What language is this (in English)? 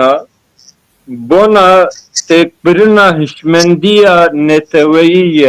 Kurdish